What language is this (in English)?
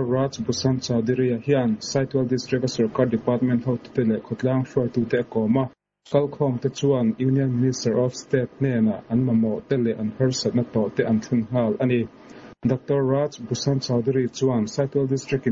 Mizo